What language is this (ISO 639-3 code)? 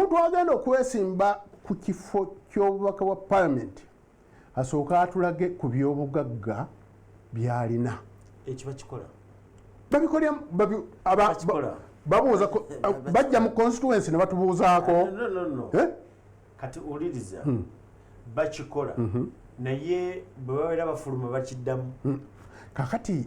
lug